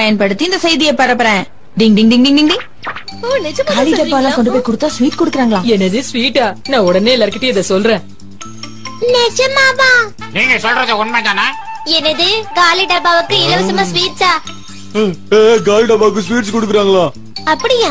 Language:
Tamil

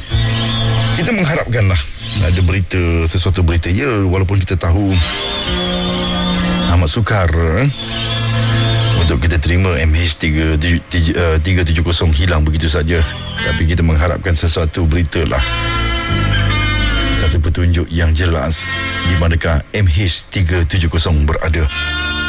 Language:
Malay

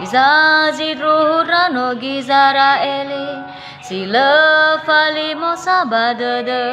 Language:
Nias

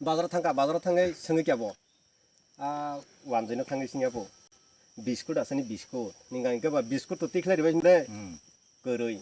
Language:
Kok Borok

